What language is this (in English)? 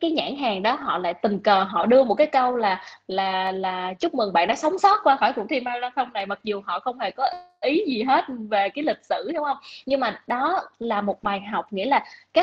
Vietnamese